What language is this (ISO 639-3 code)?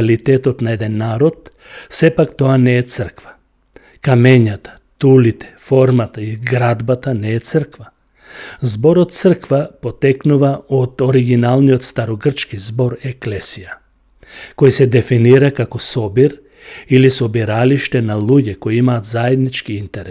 mkd